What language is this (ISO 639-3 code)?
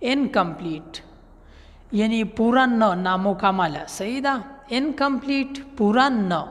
pus